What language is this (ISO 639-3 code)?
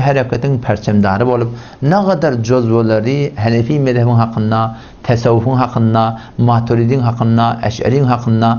tuk